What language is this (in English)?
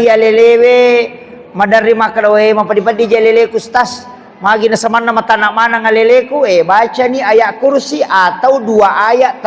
Buginese